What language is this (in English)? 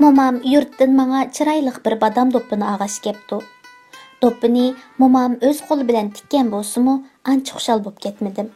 Uyghur